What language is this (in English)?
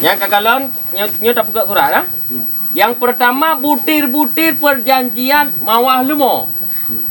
Achinese